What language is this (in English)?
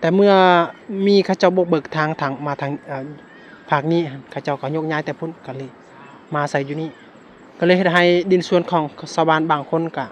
Lao